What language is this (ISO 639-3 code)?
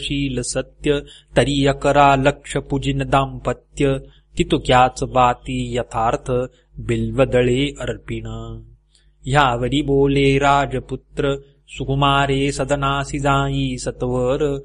mar